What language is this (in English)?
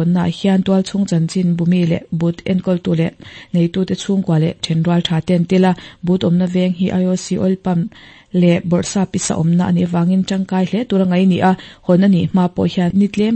Mizo